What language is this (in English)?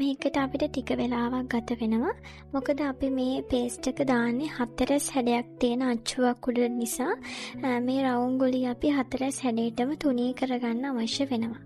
Sinhala